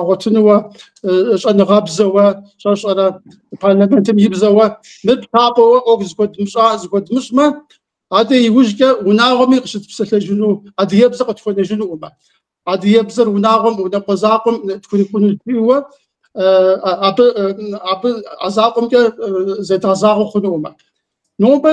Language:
Kabardian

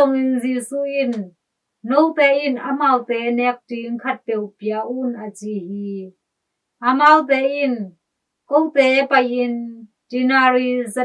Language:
Tedim Chin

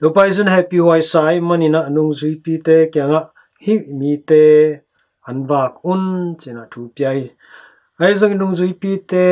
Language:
Tedim Chin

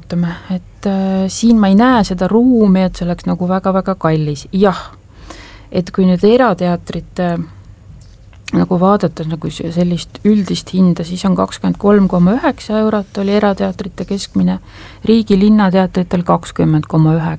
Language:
Estonian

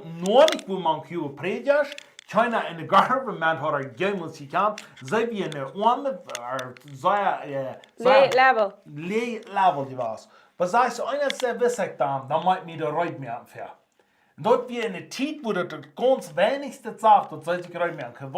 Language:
Plautdietsch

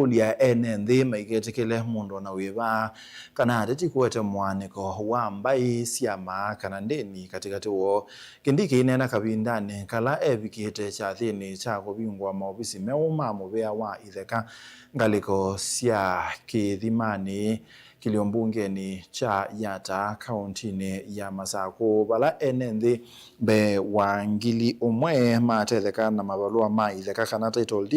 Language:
Kamba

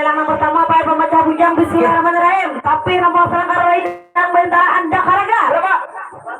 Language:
Banjar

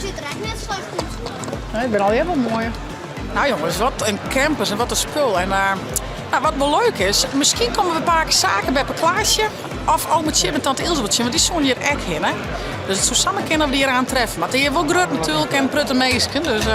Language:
Western Frisian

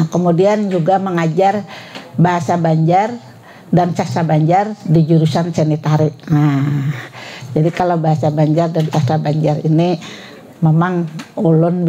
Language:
Banjar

